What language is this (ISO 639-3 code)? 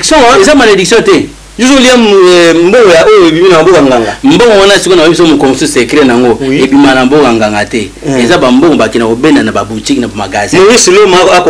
lin